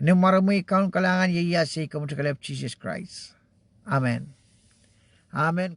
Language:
Pohnpeian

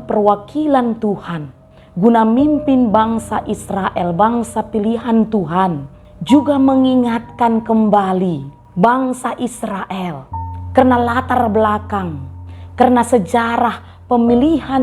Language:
Batak Karo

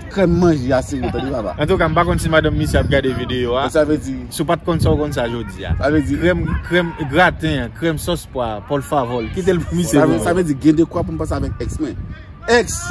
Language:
Haitian Creole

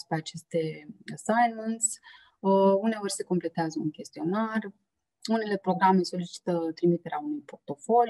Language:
Romanian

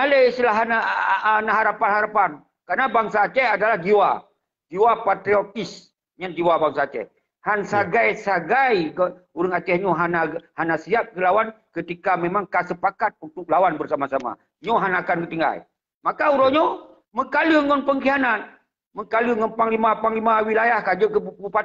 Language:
Achinese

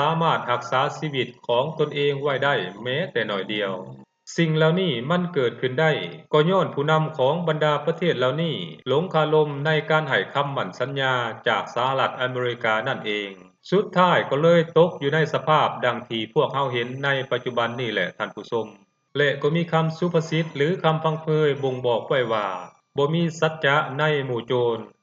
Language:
Lao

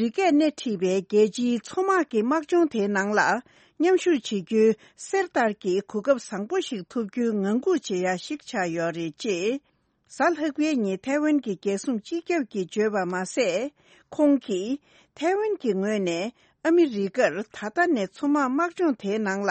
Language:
Tibetan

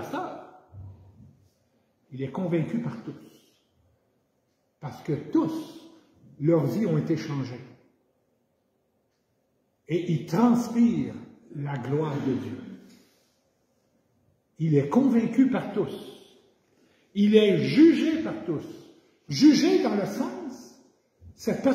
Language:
French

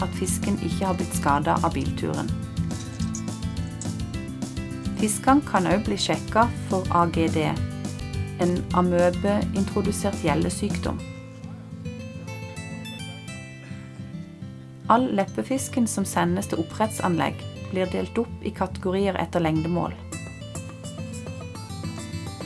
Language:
Norwegian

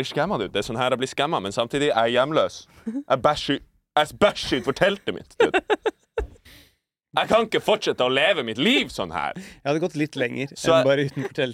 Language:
Norwegian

